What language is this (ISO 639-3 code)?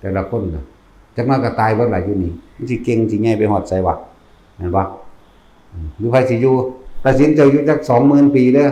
tts